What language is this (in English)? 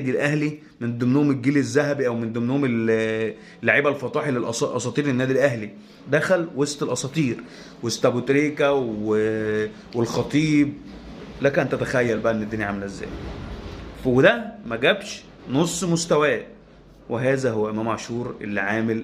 Egyptian Arabic